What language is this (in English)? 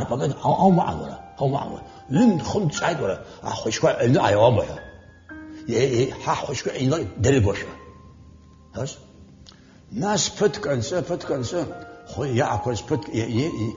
Abkhazian